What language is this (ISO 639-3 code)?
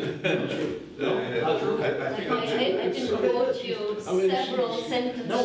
eng